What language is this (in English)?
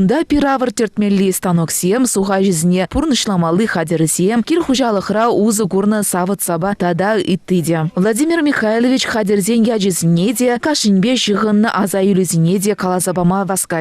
Chuvash